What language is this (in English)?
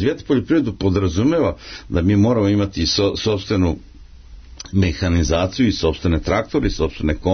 Serbian